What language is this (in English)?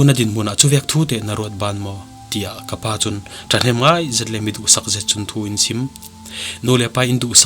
Falam Chin